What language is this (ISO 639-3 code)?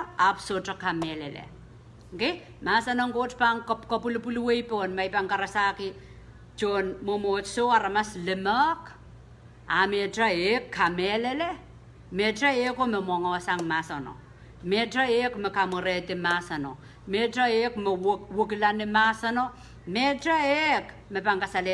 pon